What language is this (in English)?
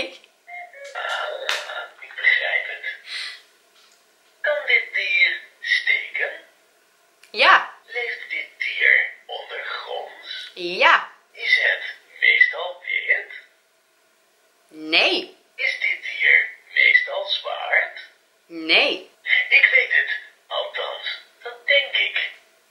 Dutch